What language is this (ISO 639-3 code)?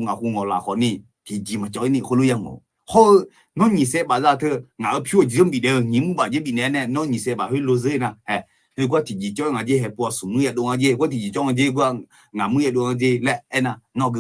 ahk